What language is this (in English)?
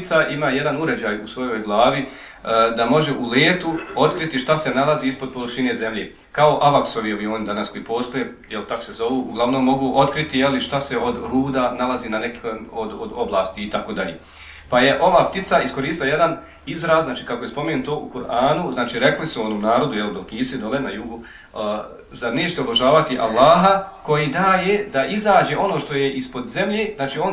Bosnian